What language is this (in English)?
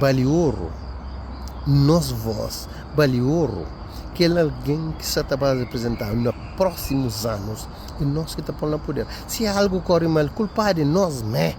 Kabuverdianu